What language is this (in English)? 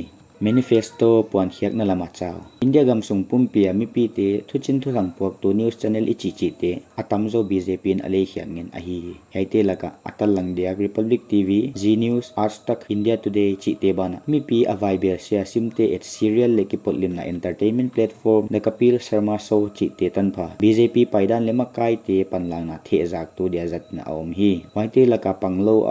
Paite Chin